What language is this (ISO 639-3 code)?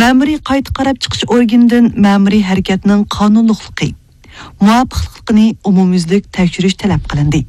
uig